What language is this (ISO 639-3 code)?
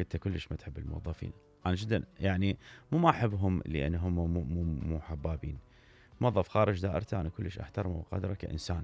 acm